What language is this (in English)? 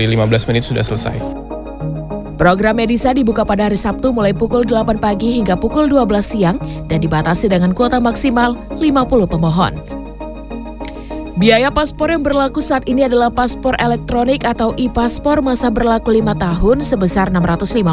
Indonesian